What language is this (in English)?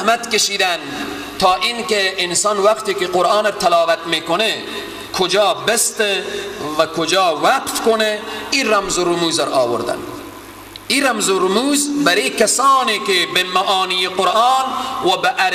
Persian